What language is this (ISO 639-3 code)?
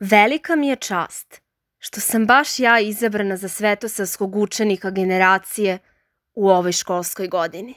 srp